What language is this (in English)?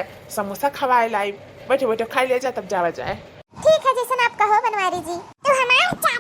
Awadhi